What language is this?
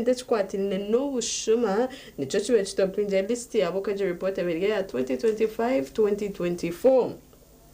Nyankole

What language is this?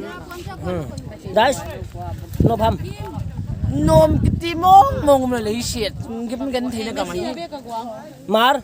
Paite Chin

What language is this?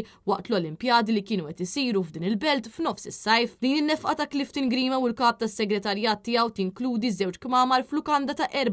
Maltese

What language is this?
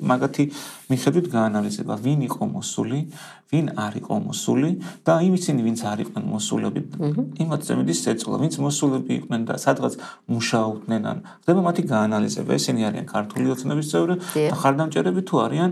Georgian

